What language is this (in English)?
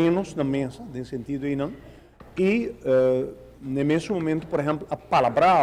Papiamento